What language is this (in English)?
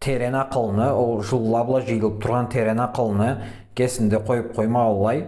Karachay-Balkar